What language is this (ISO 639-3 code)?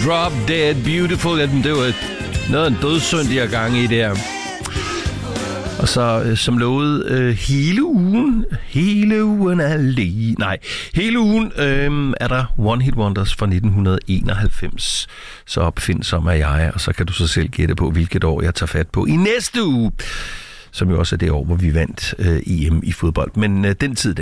dan